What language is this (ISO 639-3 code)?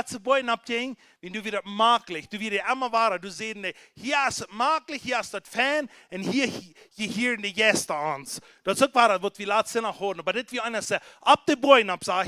pdt